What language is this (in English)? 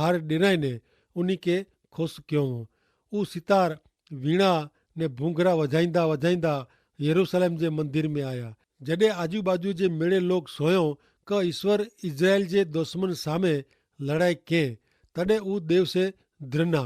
Kachhi